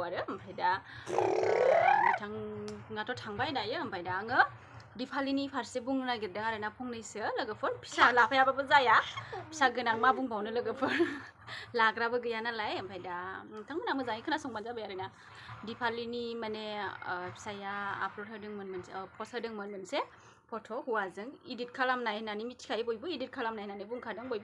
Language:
Bodo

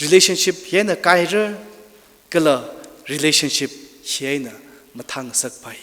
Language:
Tangkhul Naga (India)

